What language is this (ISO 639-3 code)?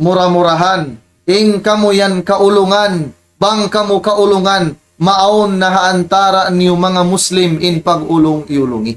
tsg